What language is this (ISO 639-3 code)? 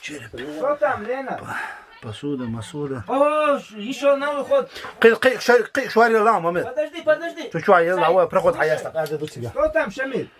che